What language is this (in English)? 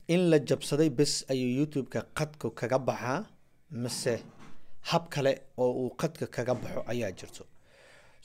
Somali